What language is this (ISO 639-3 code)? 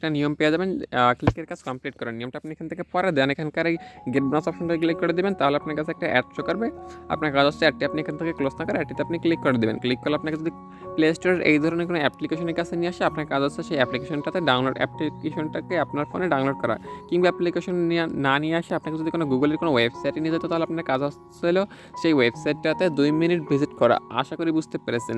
ben